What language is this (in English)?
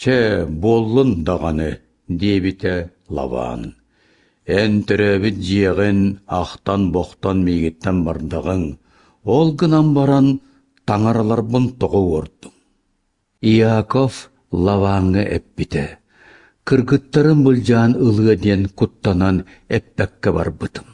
Yakut